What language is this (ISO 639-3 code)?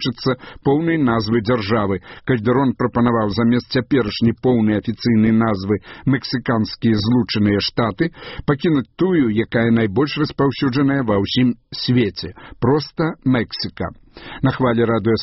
bel